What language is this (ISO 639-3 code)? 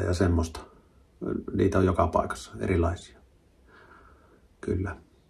fin